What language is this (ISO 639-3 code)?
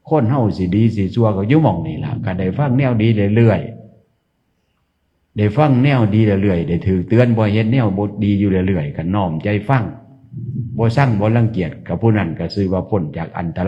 tts